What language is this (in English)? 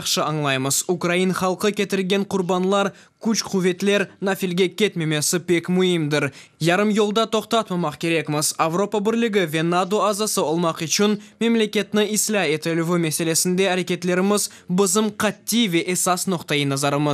Crimean Tatar